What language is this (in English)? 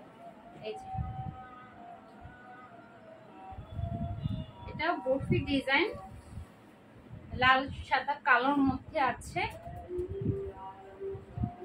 Bangla